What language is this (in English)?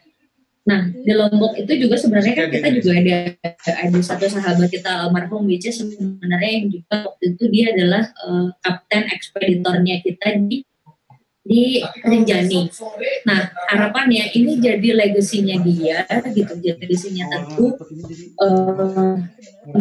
Indonesian